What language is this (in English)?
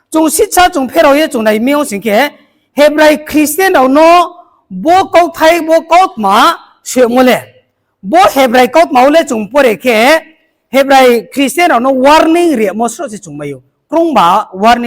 Riang (India)